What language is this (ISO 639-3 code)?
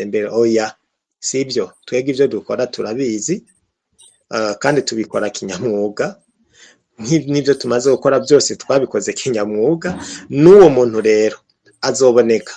run